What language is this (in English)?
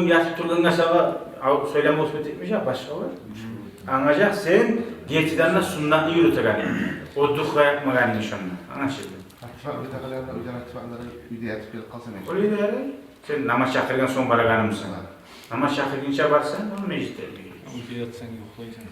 Kumyk